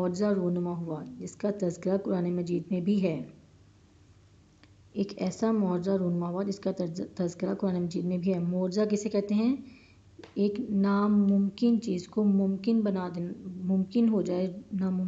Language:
Urdu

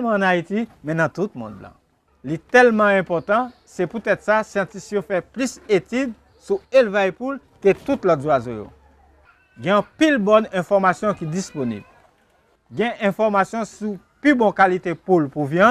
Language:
Haitian Creole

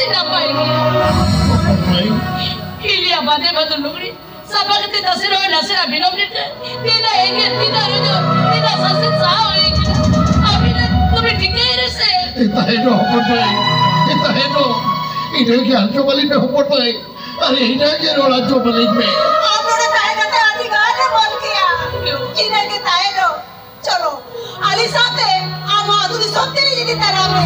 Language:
Santali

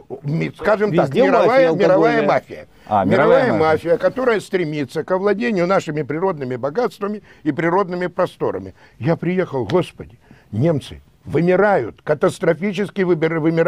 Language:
Russian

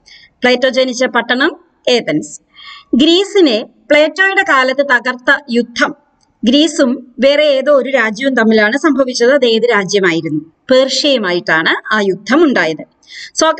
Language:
Malayalam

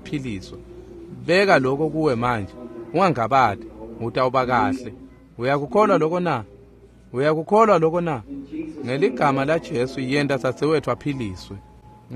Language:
Swati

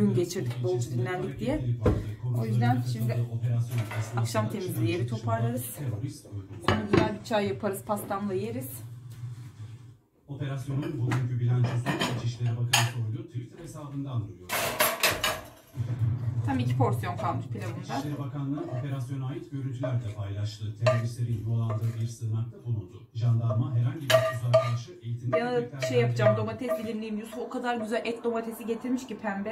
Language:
Turkish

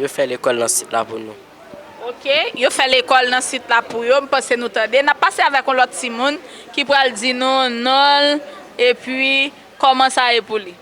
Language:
Haitian Creole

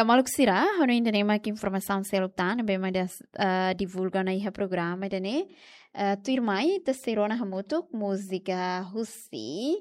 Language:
Tetum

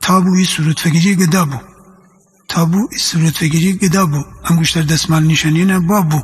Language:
Gilaki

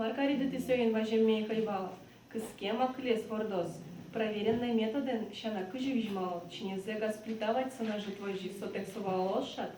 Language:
Udmurt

